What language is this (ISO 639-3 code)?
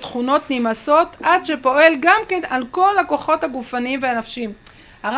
heb